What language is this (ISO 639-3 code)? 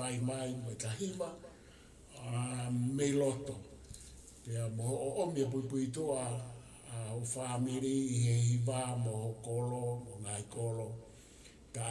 ton